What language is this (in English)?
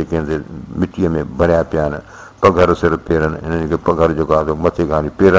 Sindhi